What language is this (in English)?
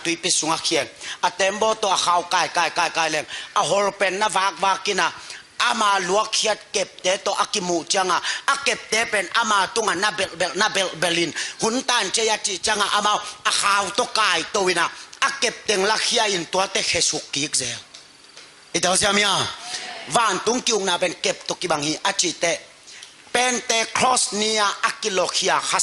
Tedim Chin